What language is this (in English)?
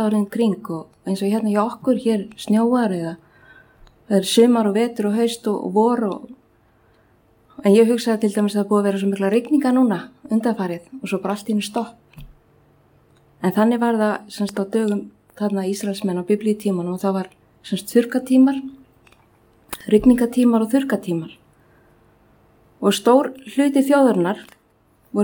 Icelandic